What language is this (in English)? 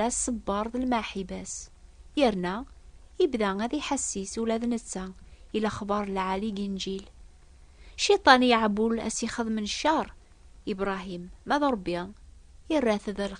Kabyle